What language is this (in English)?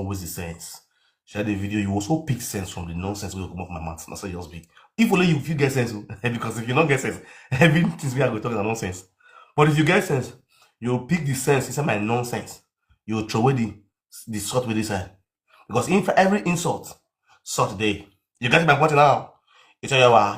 Nigerian Pidgin